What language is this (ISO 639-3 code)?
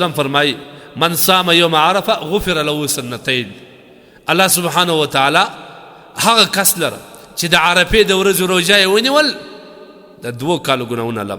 pus